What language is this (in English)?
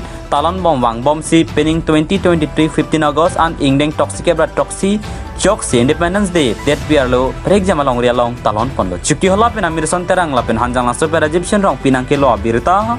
Karbi